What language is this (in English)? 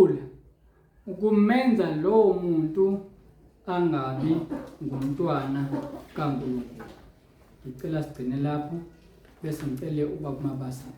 Zulu